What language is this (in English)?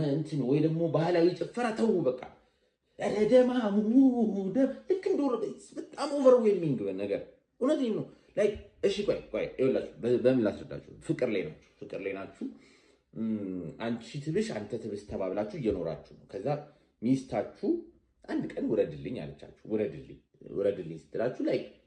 Amharic